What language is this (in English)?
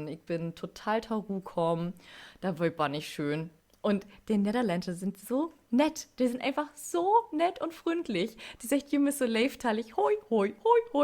Low German